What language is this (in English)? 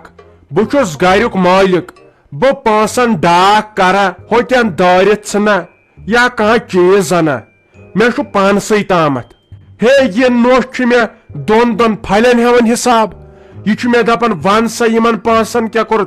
Kashmiri